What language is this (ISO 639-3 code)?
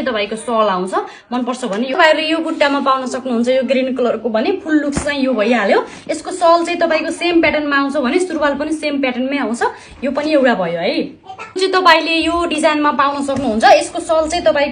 nep